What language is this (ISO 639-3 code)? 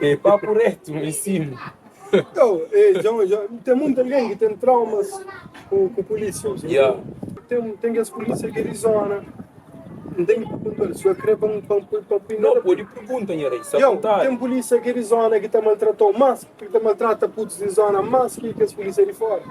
kea